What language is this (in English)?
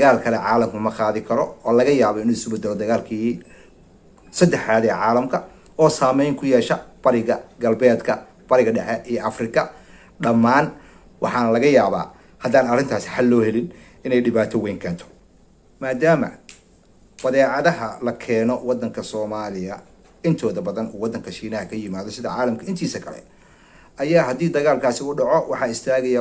Somali